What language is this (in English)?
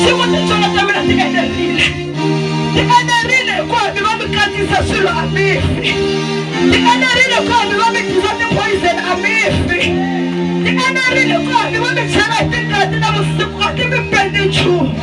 Tsonga